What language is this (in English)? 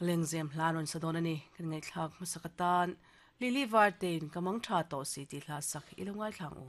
Mizo